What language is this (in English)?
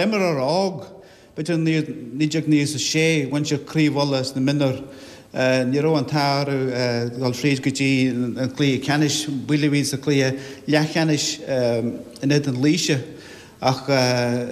Irish